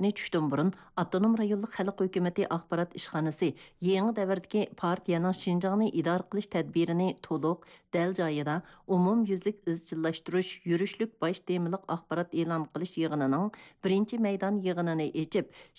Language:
Uyghur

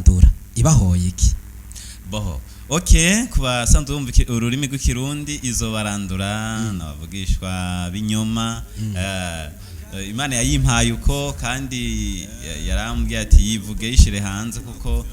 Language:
Rundi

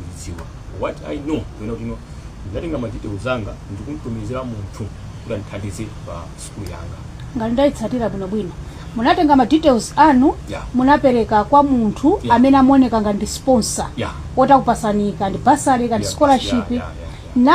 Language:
Nyanja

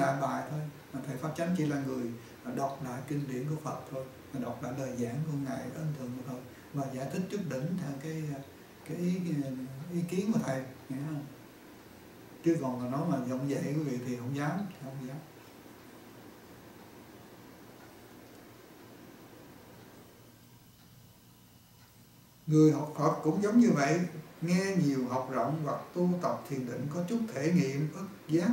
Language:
Vietnamese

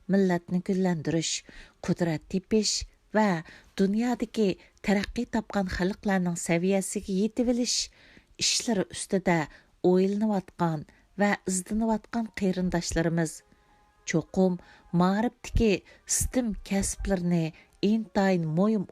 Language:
Uyghur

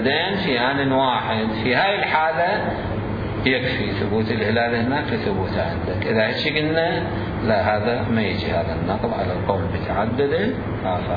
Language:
Mesopotamian Arabic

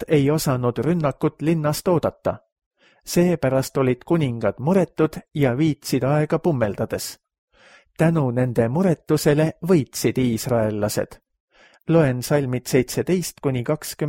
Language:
Estonian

